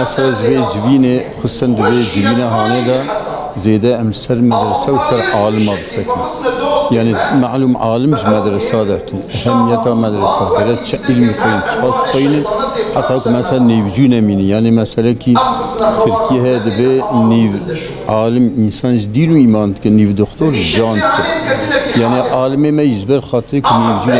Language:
Kurdish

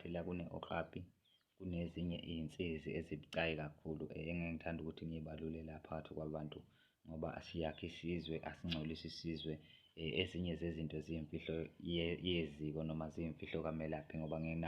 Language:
Zulu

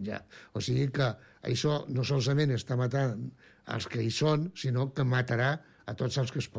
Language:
Catalan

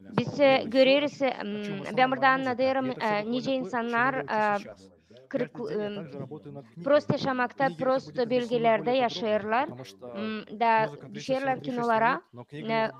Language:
Gagauz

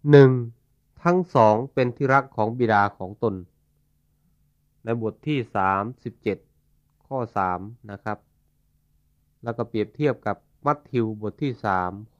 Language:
Thai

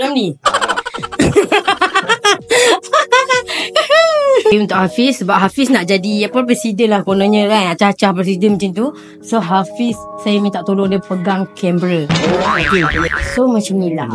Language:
Malay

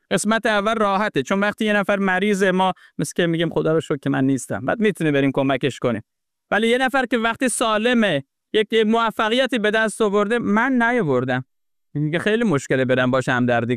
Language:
Persian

